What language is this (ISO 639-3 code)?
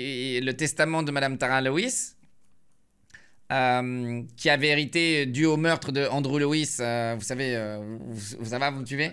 fra